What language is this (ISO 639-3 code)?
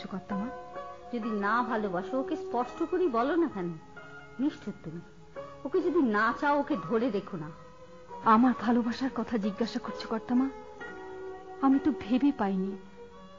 ben